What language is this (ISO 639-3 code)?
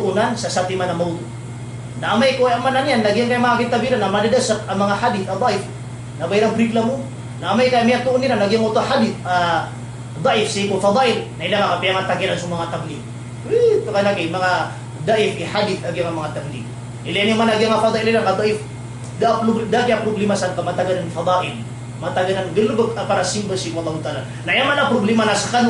mrw